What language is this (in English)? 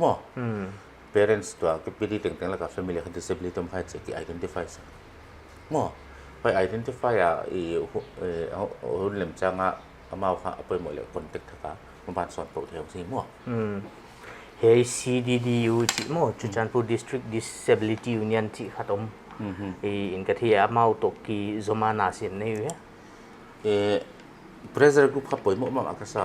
Paite Chin